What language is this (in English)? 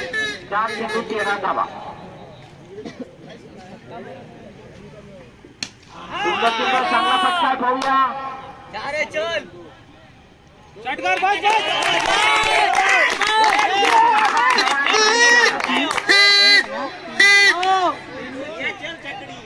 Marathi